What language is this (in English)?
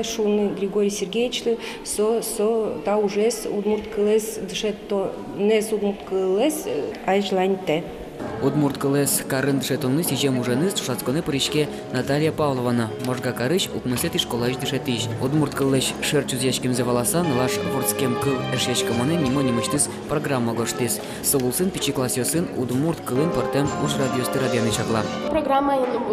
Udmurt